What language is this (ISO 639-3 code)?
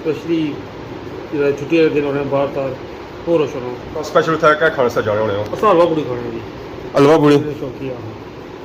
phr